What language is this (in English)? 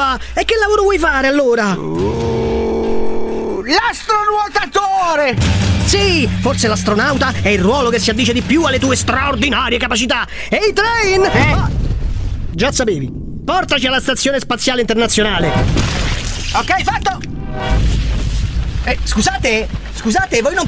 Italian